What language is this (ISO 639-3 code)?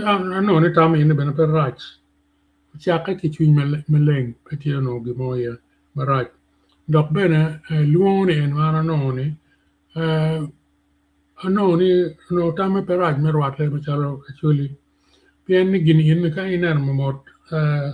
ach